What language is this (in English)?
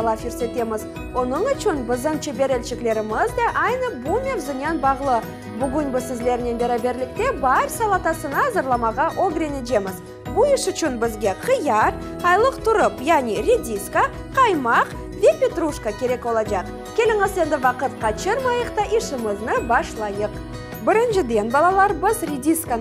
Crimean Tatar